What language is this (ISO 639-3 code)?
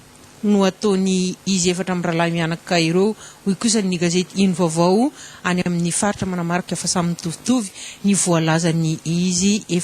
mlg